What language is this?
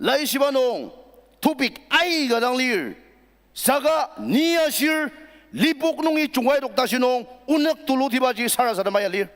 Ao Naga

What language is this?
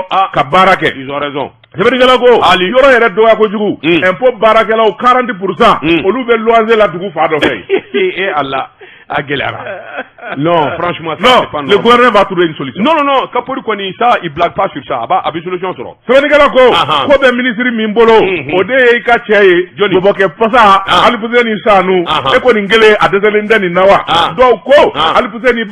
Bambara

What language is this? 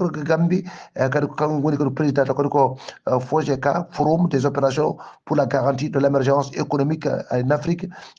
Fula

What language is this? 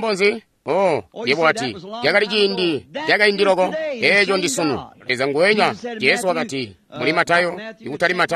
Tonga (Zambia)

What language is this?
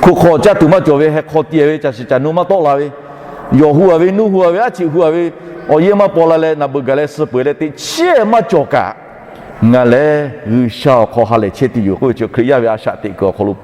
Lahu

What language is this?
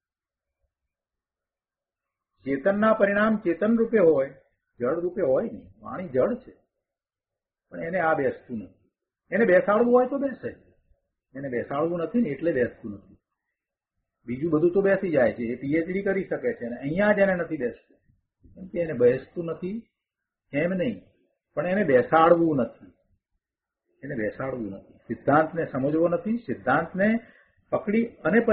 Gujarati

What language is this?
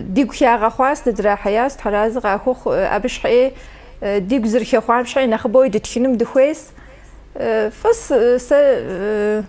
Kabardian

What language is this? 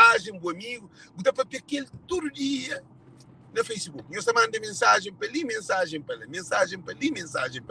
Kabuverdianu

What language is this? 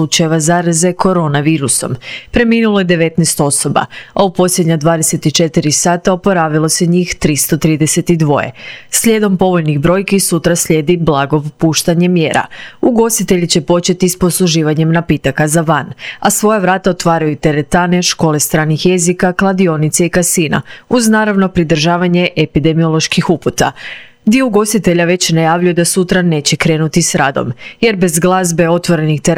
Croatian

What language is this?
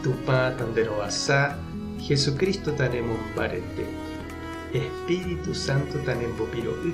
Guarani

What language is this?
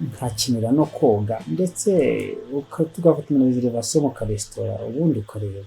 Kinyarwanda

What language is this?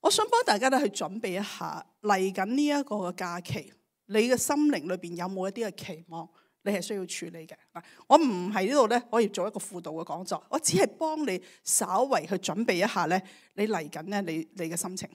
Cantonese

